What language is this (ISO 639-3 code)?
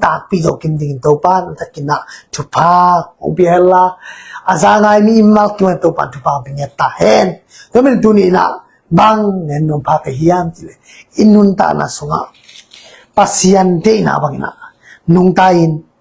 ctd